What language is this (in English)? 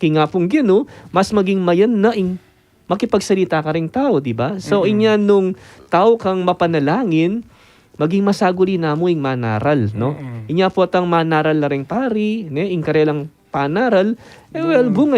Pampanga